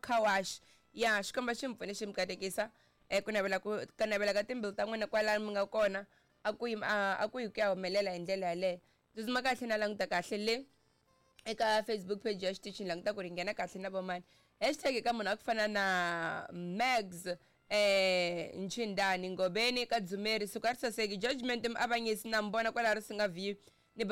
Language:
Tsonga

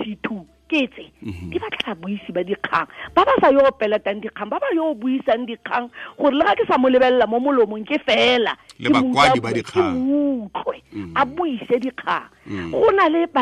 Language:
Tswana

